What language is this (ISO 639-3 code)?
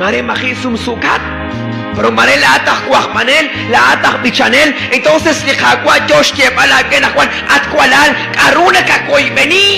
kek